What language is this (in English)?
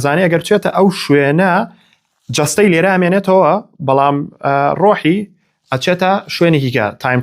Central Kurdish